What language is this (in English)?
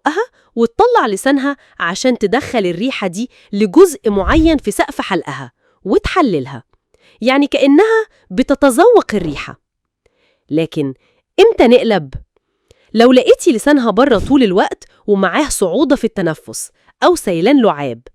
Egyptian Arabic